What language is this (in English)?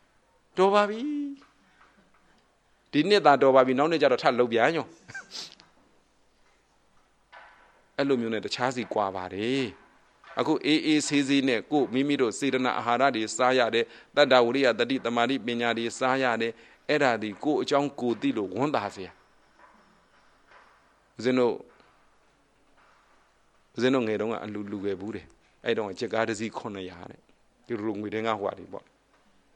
Burmese